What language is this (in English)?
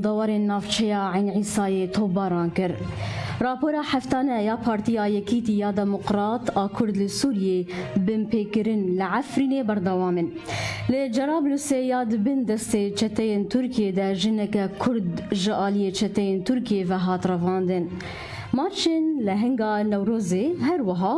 Kurdish